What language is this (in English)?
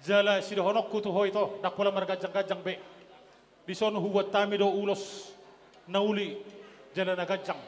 Batak Toba